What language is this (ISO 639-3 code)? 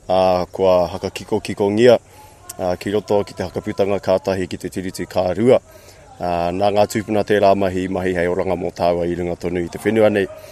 mri